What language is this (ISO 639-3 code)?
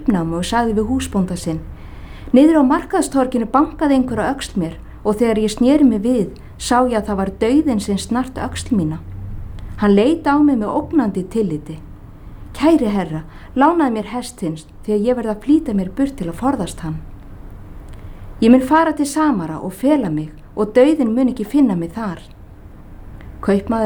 isl